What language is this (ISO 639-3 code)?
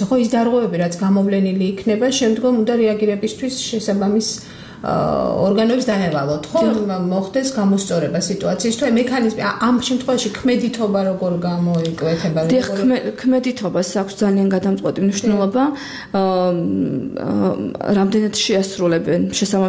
kat